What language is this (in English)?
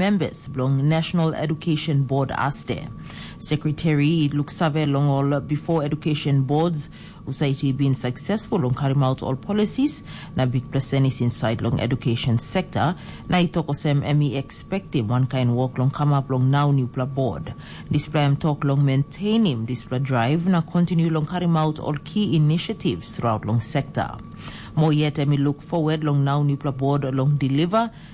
Tok Pisin